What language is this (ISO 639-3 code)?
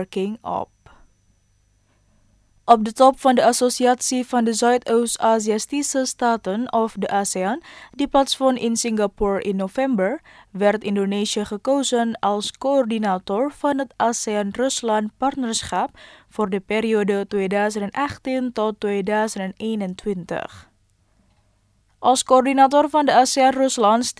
nld